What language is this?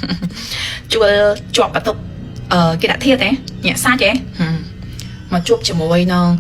Khmer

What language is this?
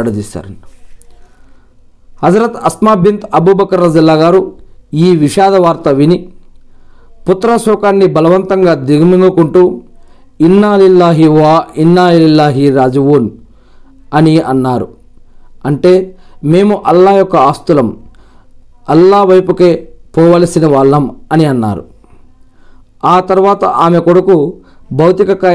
Telugu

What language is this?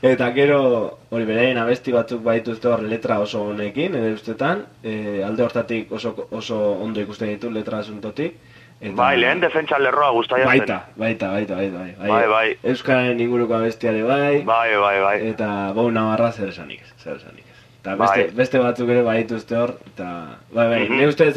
Basque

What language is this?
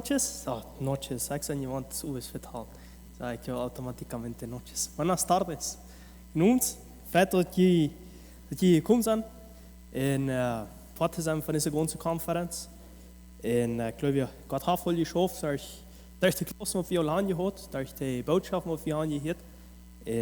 Plautdietsch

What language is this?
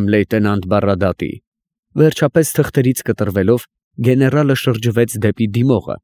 Armenian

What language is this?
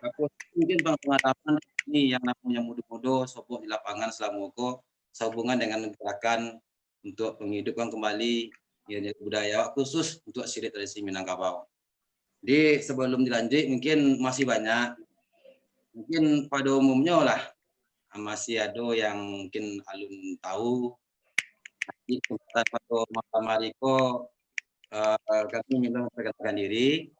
Minangkabau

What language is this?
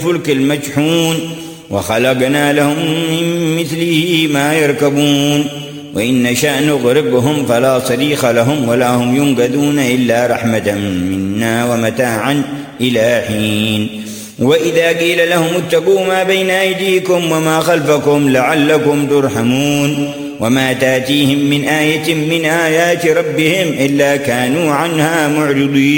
Arabic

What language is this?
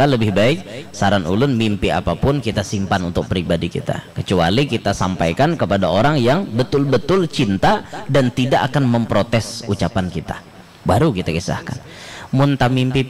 Banjar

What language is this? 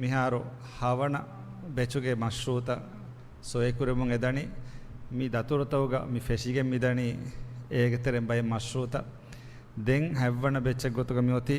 Divehi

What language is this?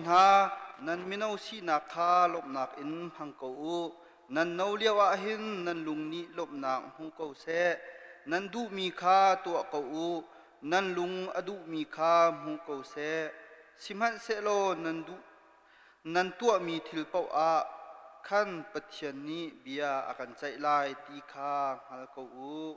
Hakha Chin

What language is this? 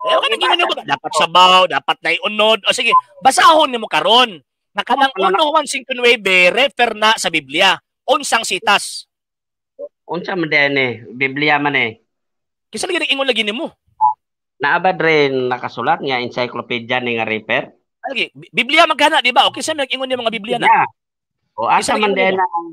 Cebuano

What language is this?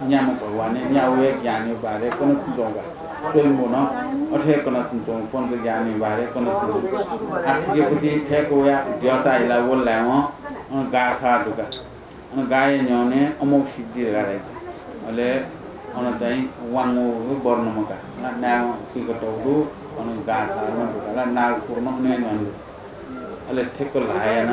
Newari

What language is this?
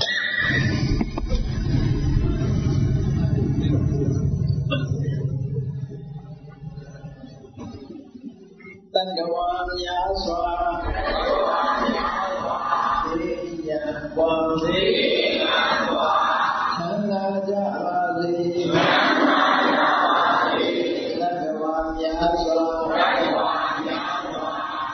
Burmese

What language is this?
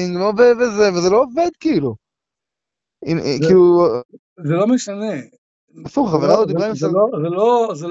Hebrew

